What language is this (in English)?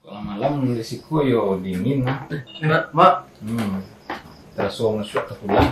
Minangkabau